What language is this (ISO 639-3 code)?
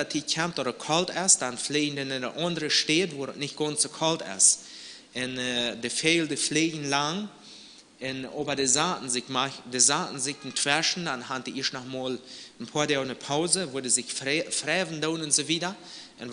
pdt